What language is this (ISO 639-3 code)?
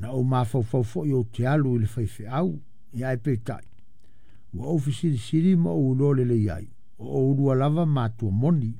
smo